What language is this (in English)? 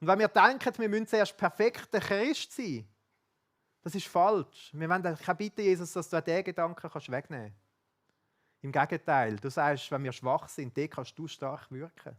Swiss German